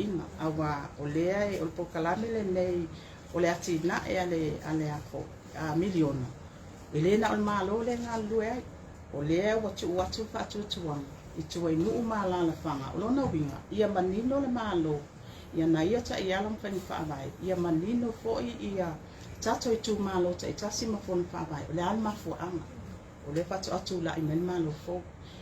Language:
Samoan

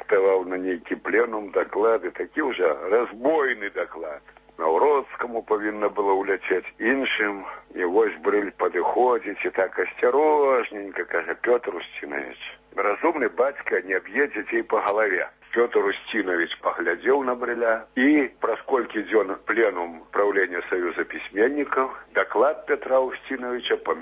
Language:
Belarusian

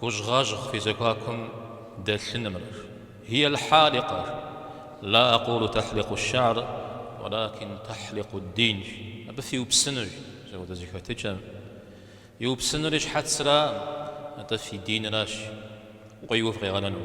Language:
Kabardian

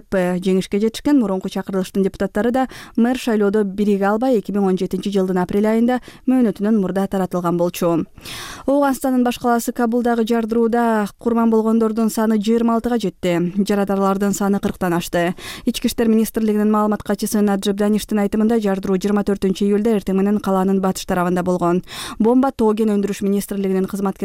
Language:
Kyrgyz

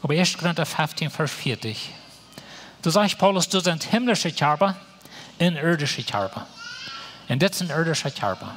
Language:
Plautdietsch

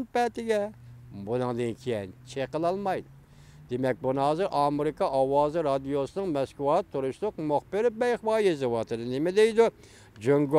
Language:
Uyghur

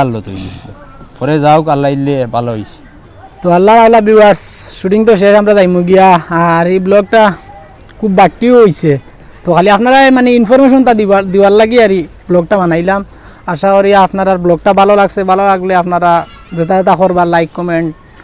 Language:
Sylheti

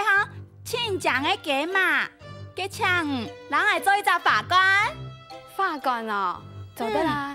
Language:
Hakka Chinese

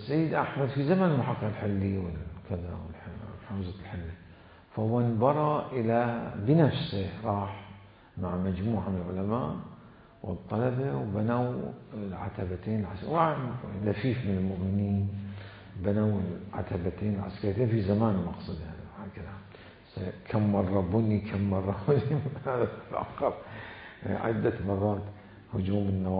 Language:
Mesopotamian Arabic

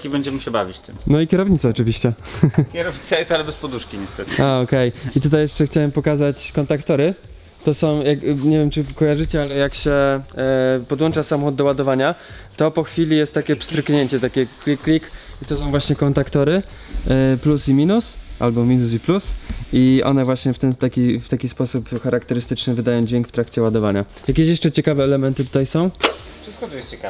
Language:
Polish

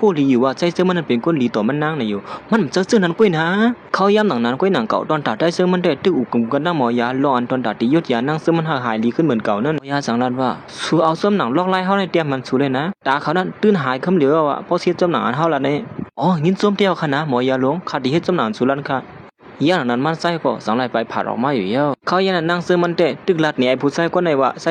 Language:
Shan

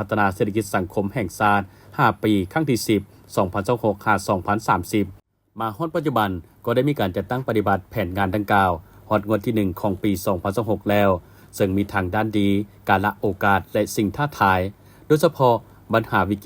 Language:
Lao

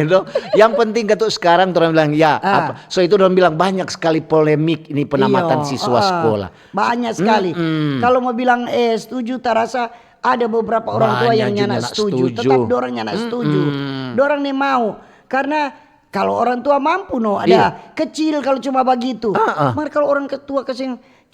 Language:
Manado Malay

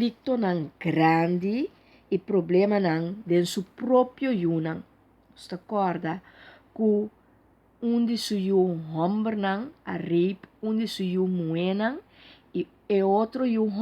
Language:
Papiamento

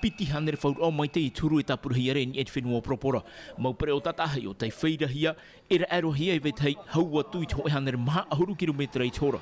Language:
Tahitian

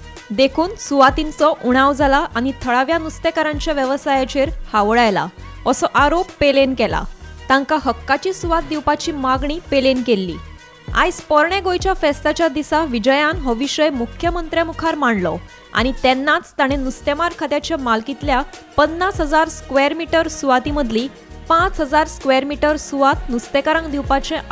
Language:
Konkani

